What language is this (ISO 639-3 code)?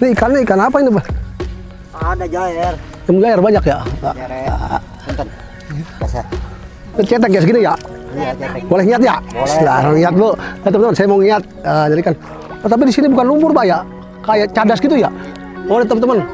bew